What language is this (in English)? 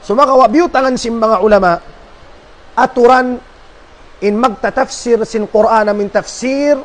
Tausug